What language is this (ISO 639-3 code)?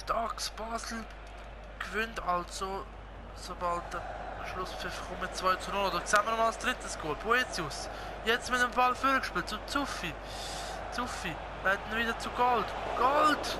gsw